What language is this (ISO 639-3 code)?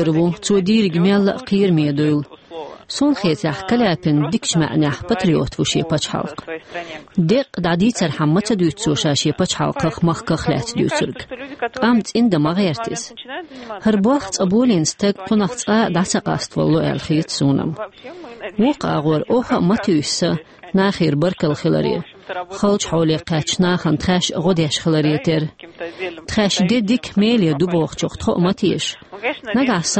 che